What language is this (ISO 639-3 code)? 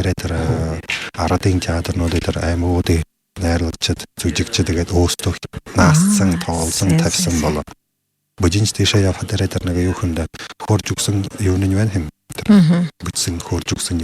bua